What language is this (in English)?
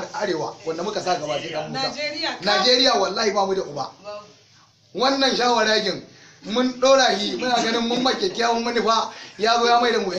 Hausa